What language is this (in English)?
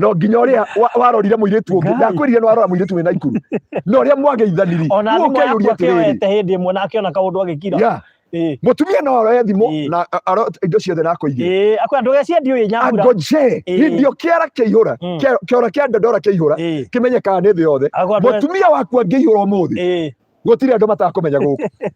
Kikuyu